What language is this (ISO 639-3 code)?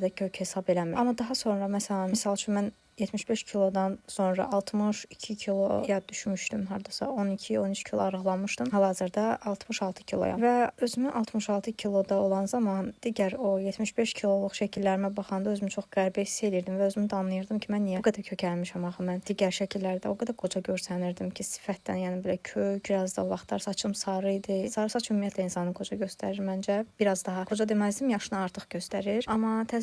aze